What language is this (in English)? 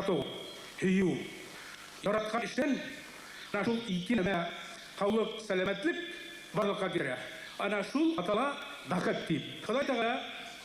Bashkir